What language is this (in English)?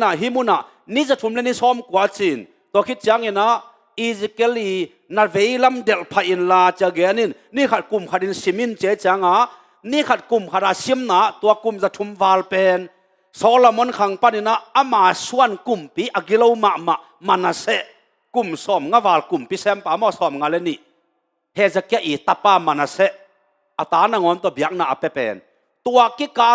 Tedim Chin